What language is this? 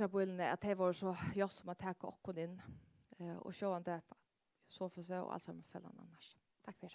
Faroese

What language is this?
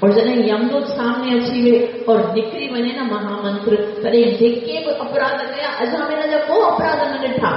Sindhi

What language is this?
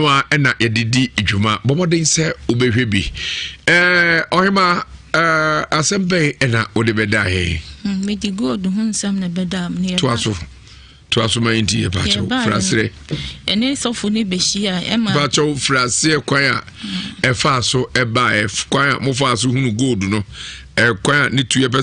Akan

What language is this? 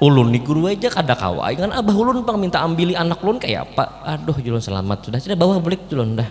Banjar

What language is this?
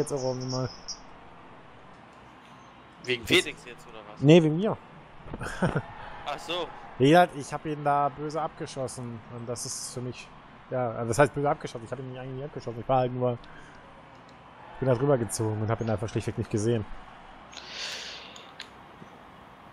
German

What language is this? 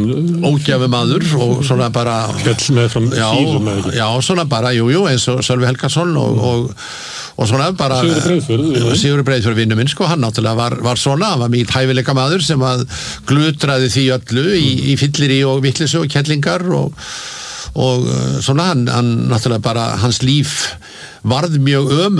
Icelandic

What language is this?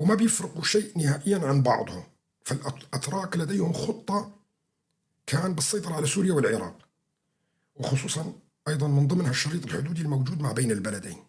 North Levantine Arabic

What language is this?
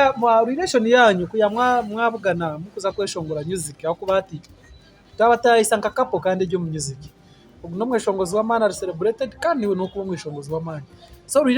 Nyankole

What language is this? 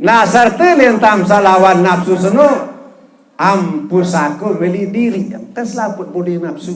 Sasak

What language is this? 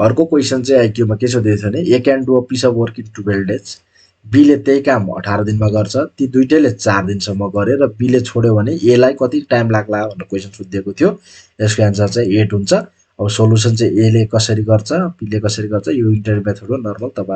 Nepali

